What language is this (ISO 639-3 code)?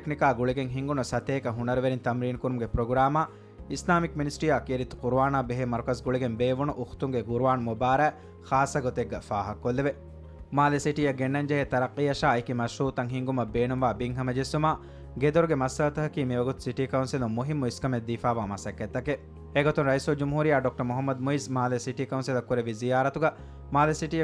div